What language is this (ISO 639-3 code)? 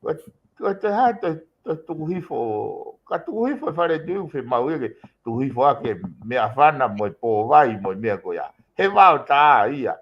ton